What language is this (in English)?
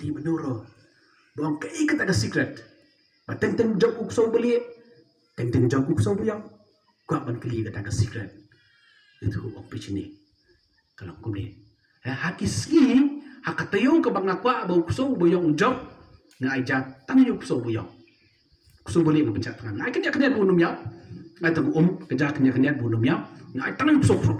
Khasi